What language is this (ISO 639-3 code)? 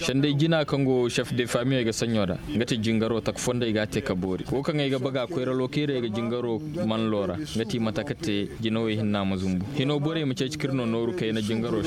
ses